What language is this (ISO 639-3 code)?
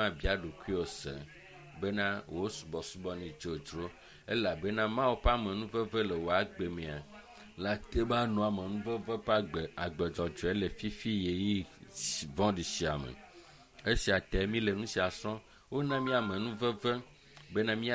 ewe